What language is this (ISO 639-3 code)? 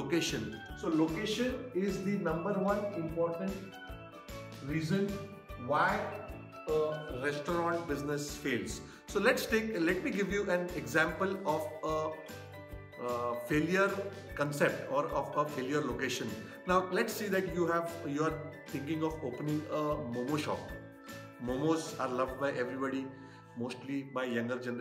eng